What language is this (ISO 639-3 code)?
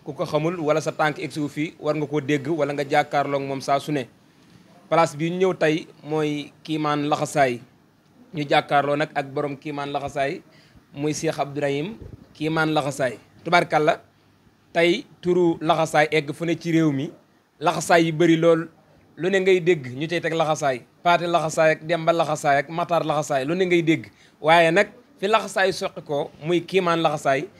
wol